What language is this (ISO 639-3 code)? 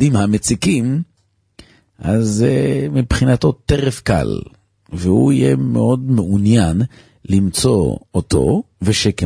heb